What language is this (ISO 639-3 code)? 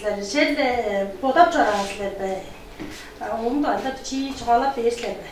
tyv